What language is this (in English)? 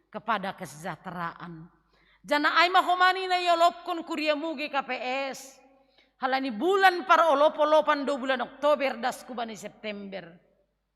Batak Simalungun